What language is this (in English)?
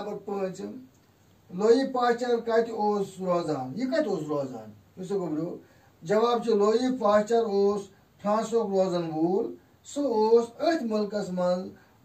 Kashmiri